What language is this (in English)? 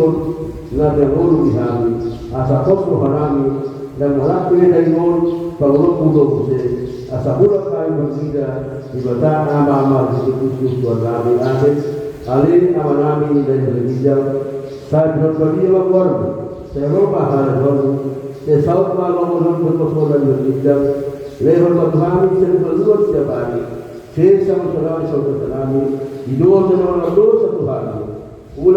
Batak Toba